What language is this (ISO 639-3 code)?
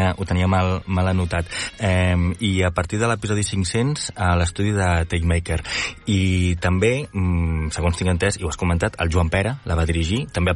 cat